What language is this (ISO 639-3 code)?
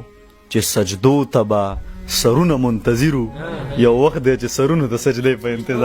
pus